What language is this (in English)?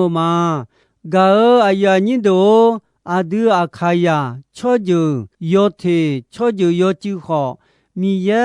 Akha